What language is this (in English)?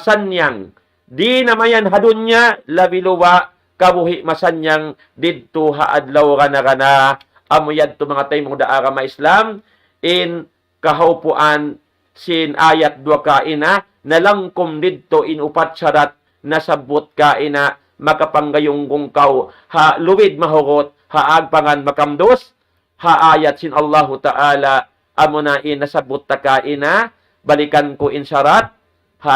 Tausug